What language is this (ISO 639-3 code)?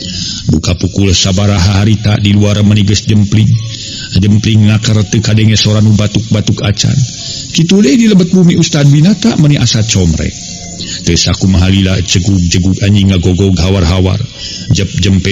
sun